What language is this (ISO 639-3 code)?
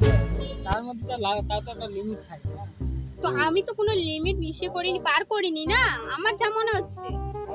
ben